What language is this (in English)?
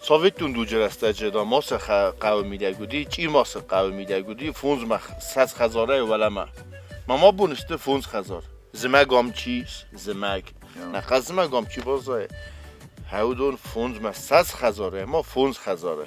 Ossetic